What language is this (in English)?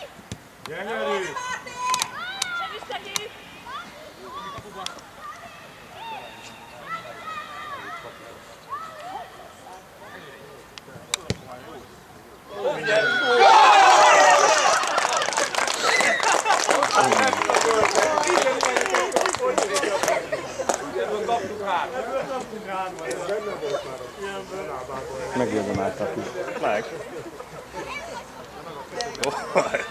Hungarian